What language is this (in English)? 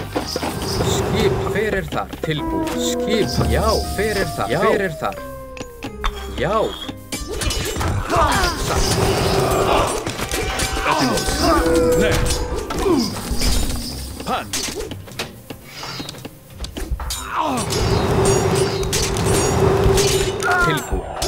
Icelandic